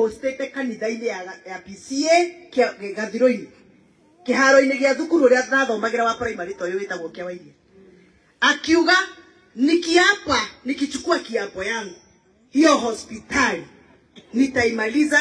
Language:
Kikuyu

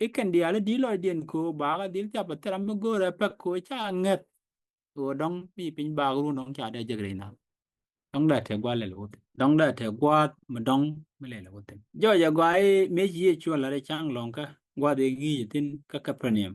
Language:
Nuer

